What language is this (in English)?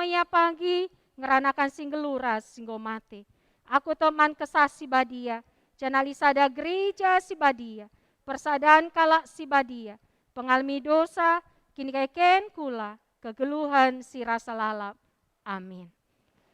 Batak Karo